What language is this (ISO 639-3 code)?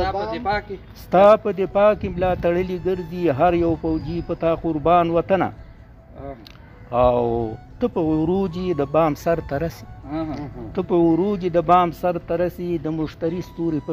pus